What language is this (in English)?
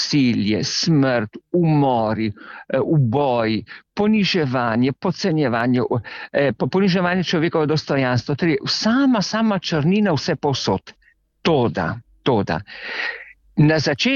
Slovenian